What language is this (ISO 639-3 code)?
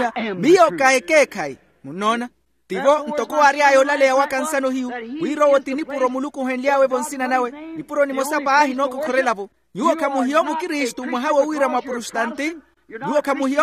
vmw